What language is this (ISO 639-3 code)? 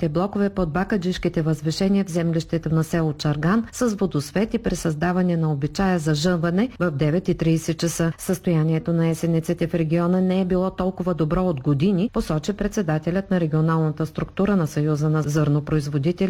bul